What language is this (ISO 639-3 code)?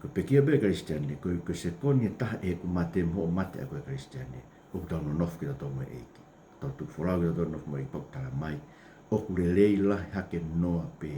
ton